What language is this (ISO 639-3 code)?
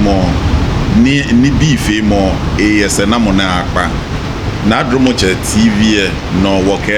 gaa